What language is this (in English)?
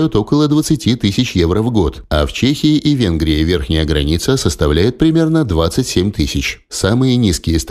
Russian